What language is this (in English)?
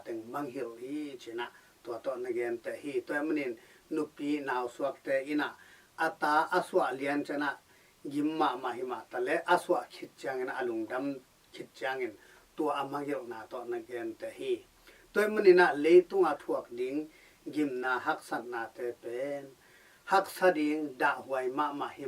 Tedim Chin